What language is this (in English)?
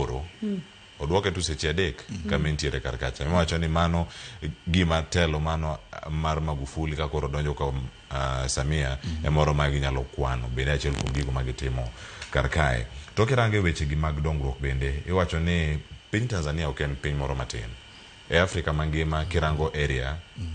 Luo (Kenya and Tanzania)